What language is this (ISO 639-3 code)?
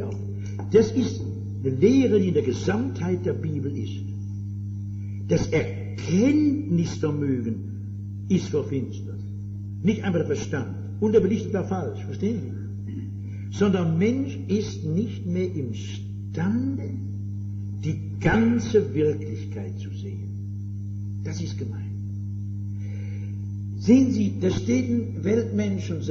deu